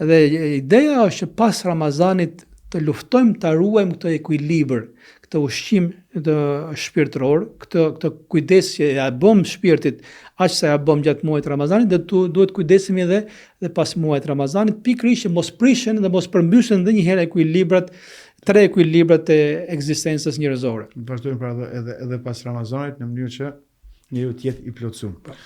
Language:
Albanian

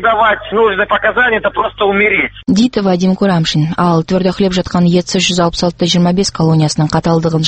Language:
Kazakh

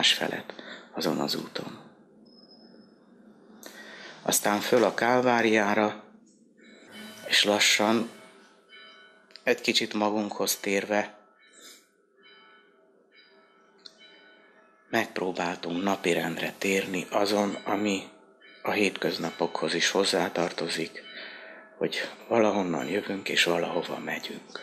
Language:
Hungarian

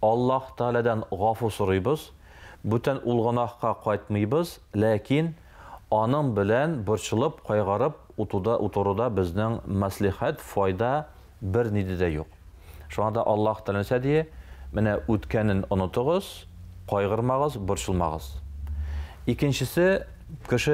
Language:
Tatar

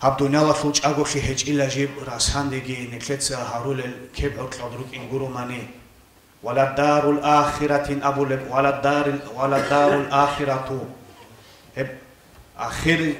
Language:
Avaric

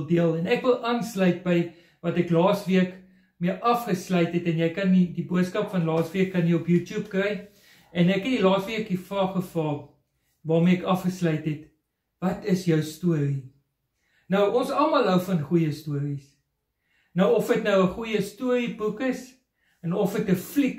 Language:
Afrikaans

